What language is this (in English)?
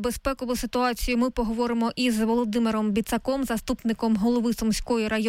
Ukrainian